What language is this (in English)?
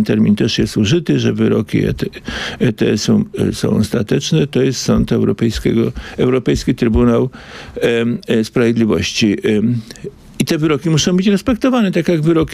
Polish